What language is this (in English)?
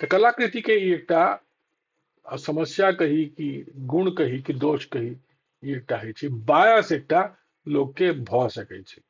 Maithili